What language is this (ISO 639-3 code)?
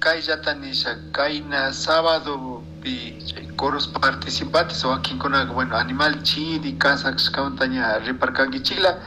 qug